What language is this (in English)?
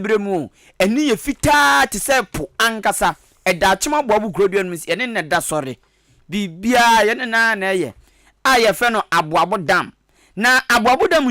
Akan